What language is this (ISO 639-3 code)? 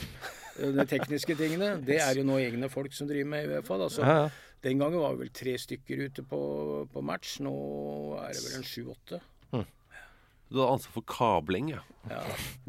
nor